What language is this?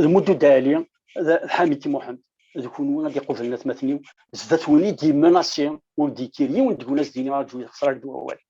Kabyle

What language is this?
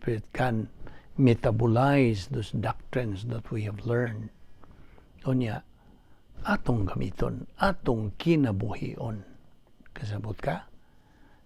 Cebuano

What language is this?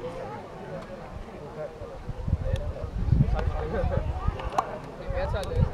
Danish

